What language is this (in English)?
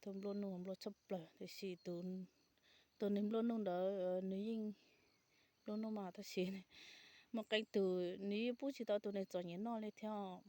Hmong